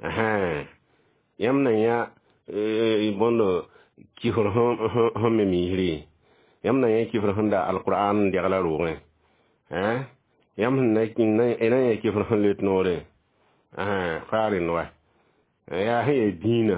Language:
Mossi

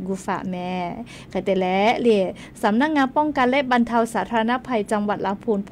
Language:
Lahu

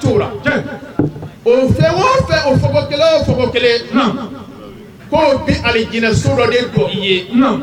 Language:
Bambara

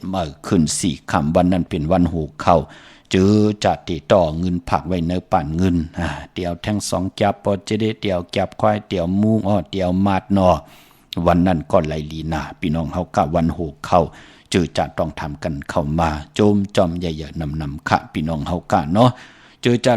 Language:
Shan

